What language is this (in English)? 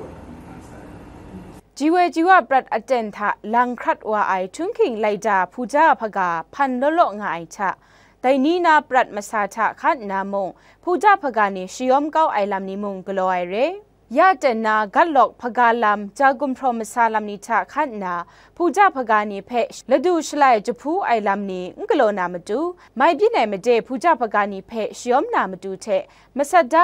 Kachin